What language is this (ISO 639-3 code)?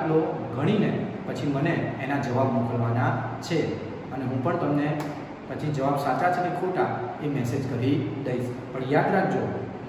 guj